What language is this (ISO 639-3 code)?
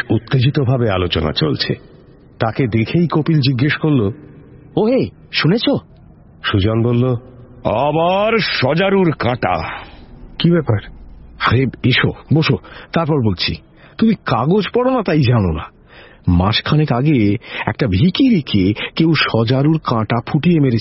ben